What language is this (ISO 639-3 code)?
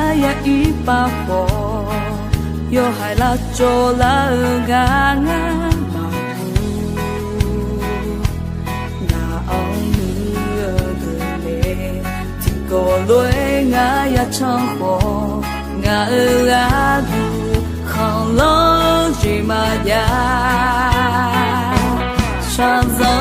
ahk